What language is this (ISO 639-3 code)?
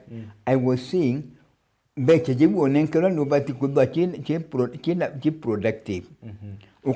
mer